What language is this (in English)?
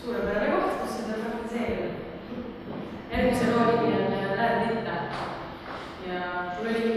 Estonian